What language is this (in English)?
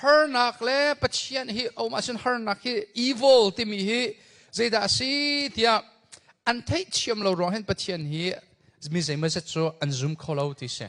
Hakha Chin